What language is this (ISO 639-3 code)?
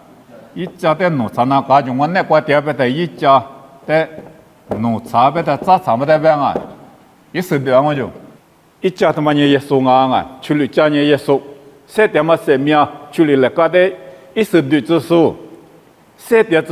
lis